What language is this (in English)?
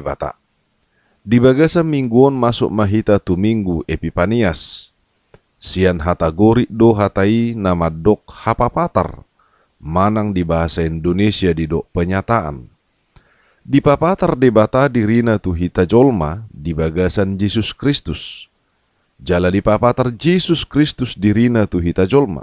Batak Toba